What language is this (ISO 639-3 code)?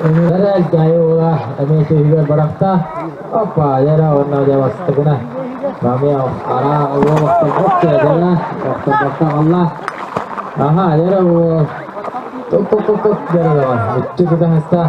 sah